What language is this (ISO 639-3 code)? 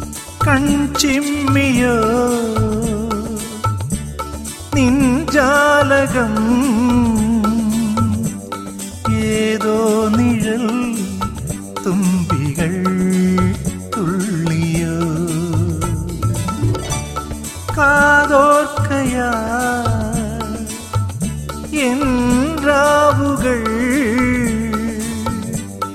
mal